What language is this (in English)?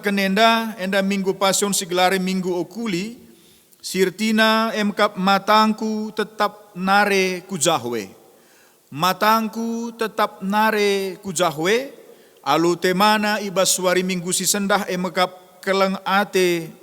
Batak Karo